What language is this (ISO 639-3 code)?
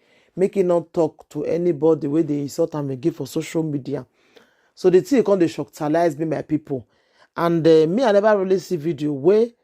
pcm